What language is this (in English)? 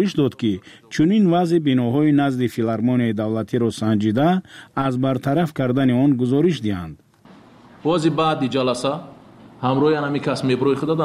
Tajik